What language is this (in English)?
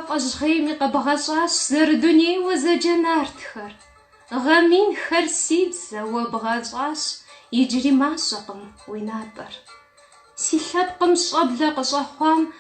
Kabardian